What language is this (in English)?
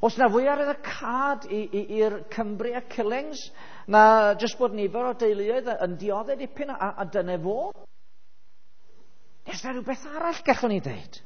Welsh